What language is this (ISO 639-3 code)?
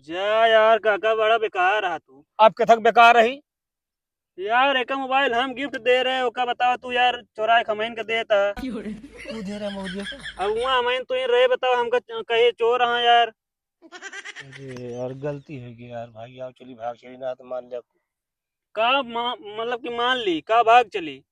awa